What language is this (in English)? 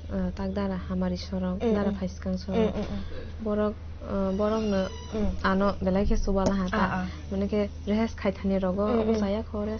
Kok Borok